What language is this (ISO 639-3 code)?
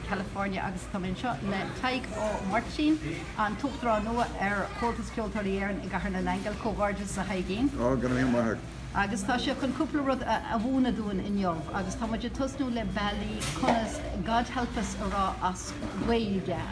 gle